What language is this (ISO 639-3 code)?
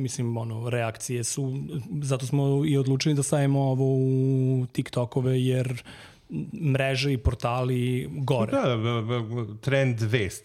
srp